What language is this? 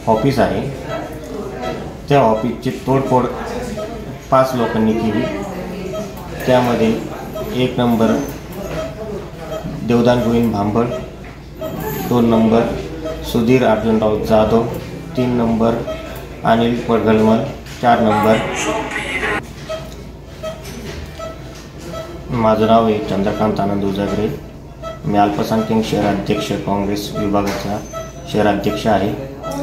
Marathi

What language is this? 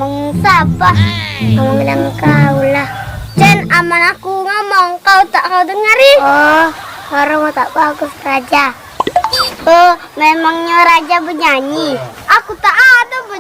Musi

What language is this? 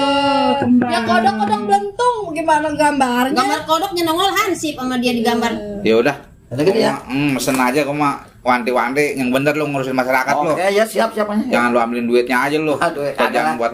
Betawi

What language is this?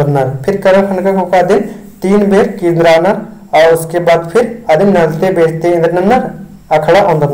Kurukh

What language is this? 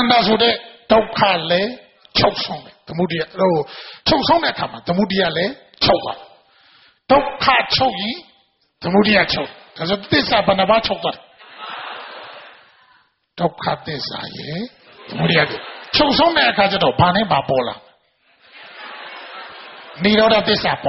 Burmese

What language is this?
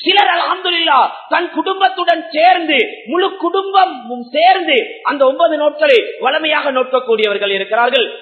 Tamil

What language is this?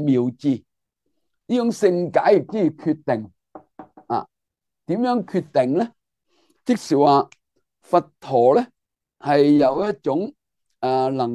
Cantonese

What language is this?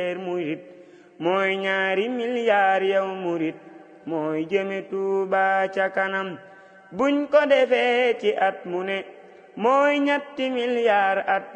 Wolof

